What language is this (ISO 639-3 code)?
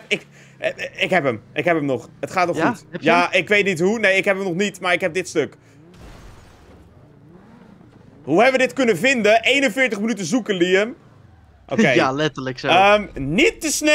nld